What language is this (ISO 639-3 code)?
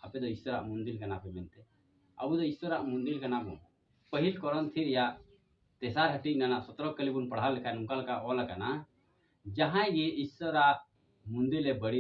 sat